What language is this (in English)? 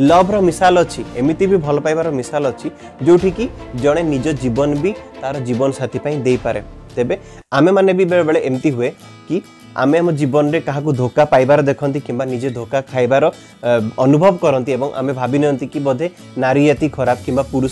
Odia